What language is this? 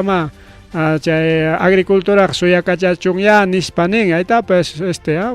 Ayacucho Quechua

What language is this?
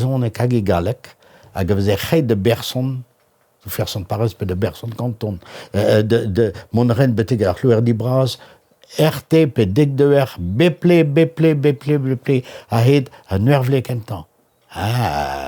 Breton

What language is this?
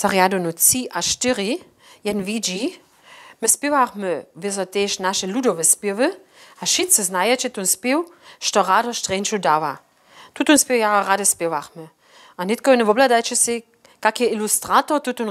Upper Sorbian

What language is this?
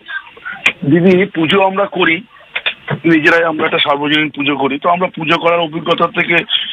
Bangla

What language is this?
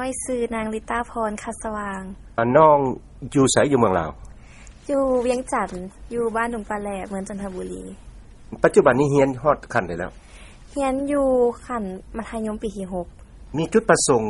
Lao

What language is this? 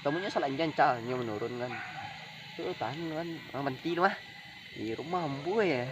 Minangkabau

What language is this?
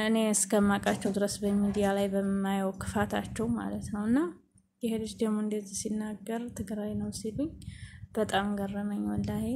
Amharic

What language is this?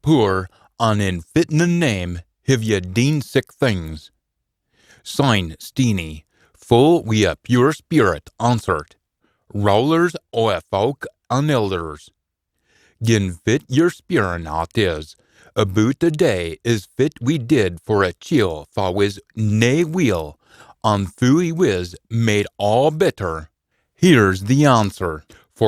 Scots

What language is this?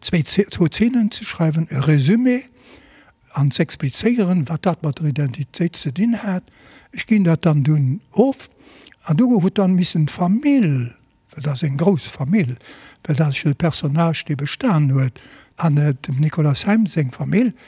Luxembourgish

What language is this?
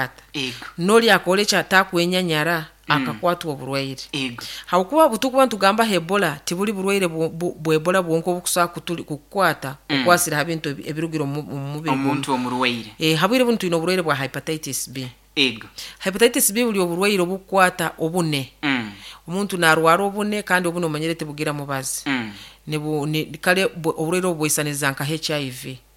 Nyoro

